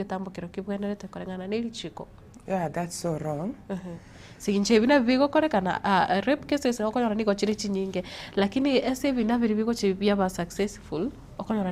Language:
Gusii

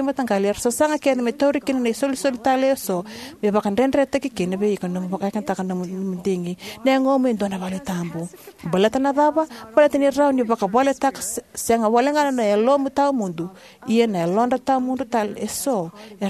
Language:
Fijian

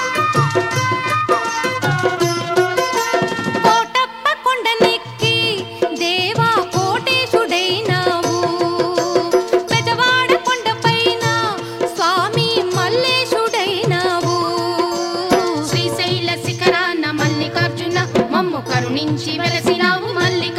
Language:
Telugu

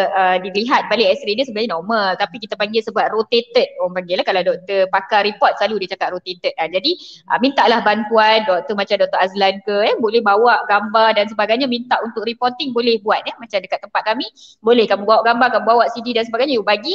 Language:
Malay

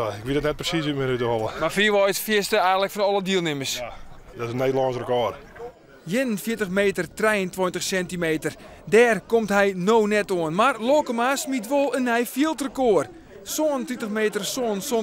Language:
Western Frisian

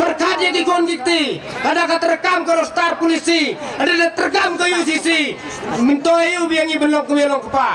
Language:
Khasi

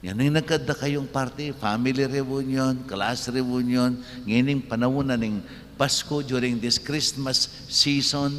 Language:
Pampanga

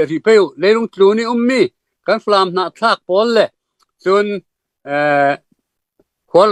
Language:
Falam Chin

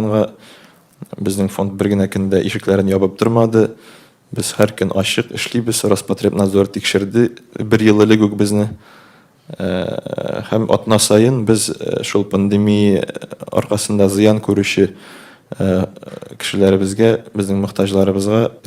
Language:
Tatar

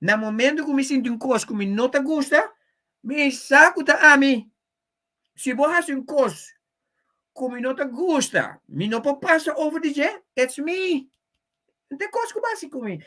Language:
Papiamento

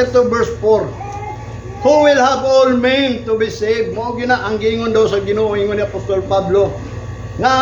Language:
Cebuano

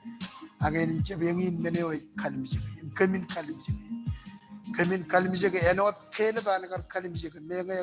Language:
Marshallese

